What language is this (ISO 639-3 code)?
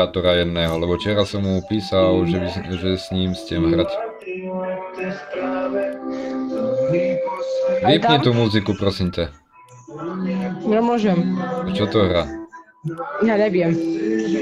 slk